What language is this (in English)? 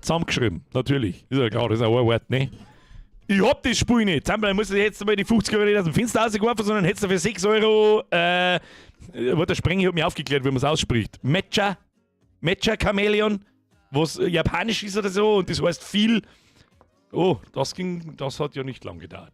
Bavarian